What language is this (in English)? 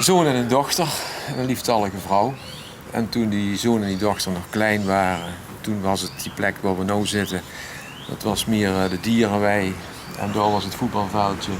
Limburgish